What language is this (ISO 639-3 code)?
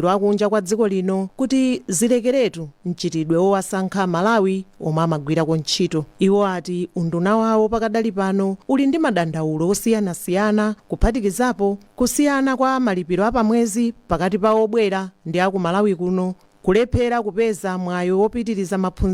nya